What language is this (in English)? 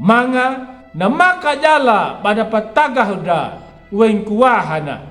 Anakalangu